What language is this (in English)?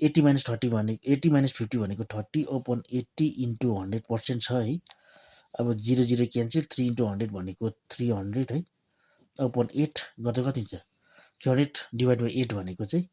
Nepali